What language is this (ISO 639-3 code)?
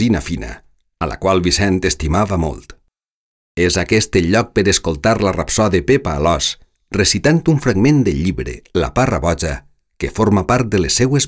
cat